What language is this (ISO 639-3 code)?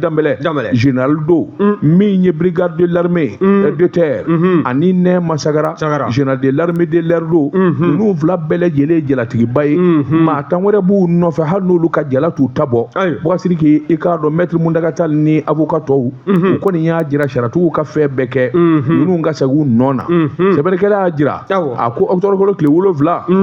bam